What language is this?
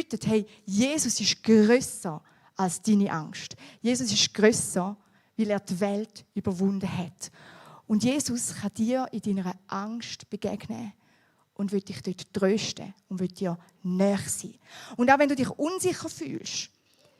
Swiss German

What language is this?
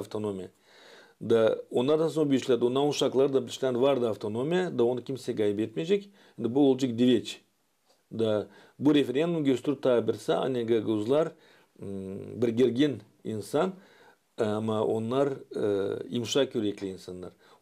Gagauz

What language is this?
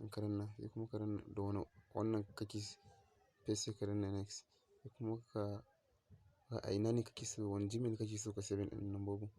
Hausa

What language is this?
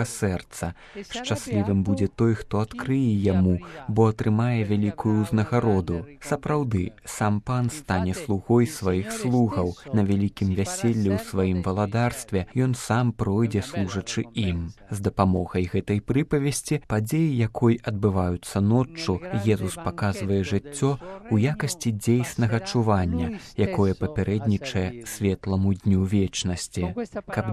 Belarusian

